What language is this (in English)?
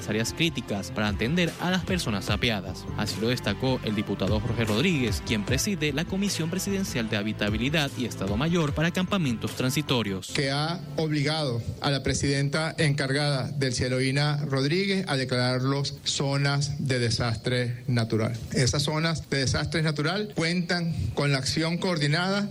Spanish